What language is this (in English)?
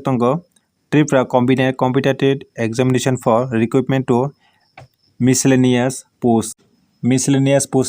Kok Borok